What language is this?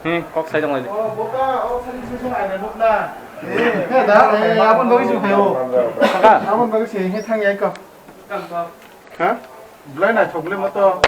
Kok Borok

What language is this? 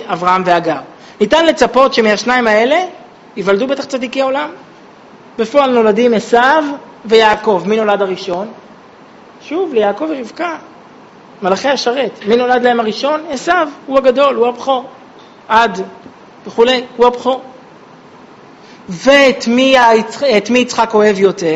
Hebrew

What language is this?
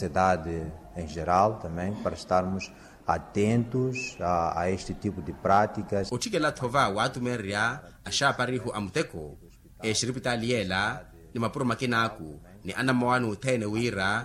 Makhuwa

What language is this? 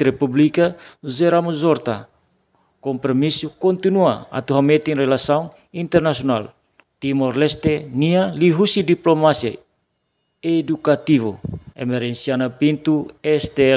Tetum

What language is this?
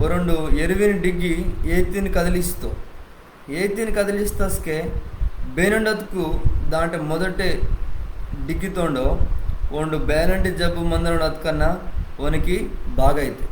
Koya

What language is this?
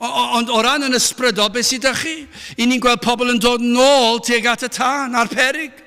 Welsh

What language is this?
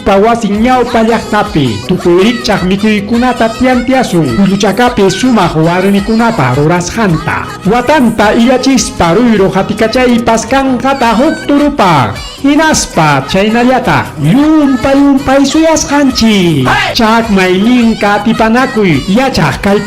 Ayacucho Quechua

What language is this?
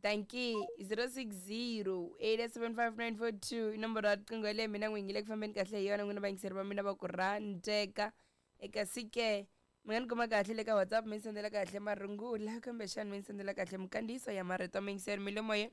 Tsonga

